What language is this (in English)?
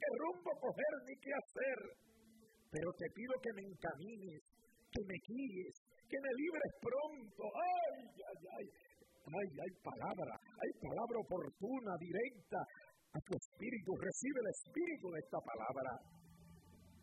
Spanish